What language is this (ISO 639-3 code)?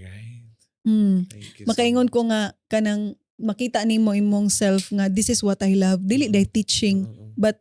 ceb